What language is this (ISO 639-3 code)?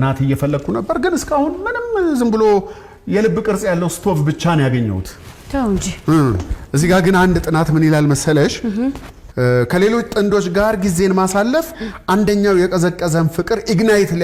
amh